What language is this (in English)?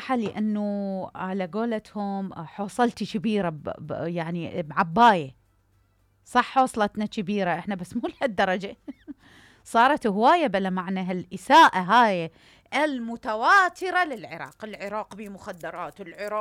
Mesopotamian Arabic